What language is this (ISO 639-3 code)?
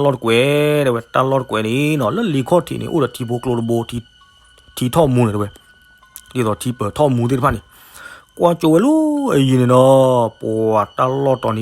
ksw